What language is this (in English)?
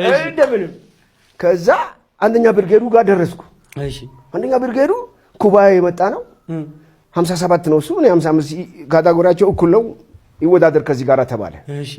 Amharic